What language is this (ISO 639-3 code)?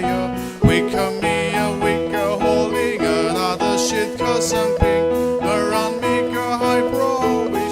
nmf